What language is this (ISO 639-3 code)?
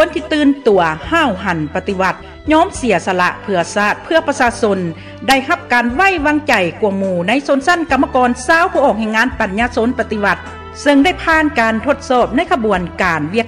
lao